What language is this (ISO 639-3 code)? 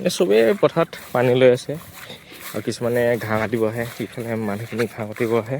asm